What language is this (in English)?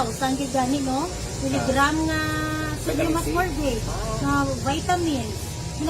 Hiligaynon